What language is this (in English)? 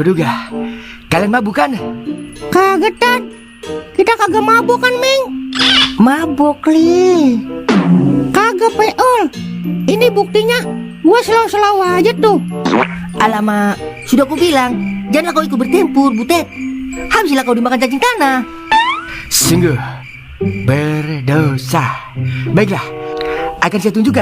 Betawi